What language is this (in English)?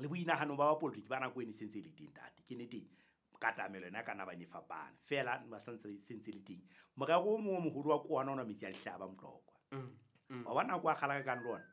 Southern Sotho